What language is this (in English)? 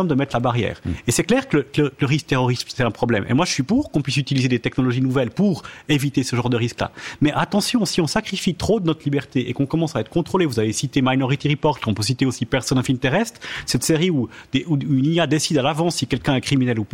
French